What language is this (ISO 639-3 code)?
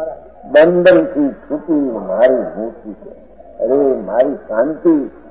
guj